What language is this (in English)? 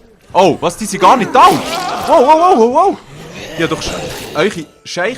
Swiss German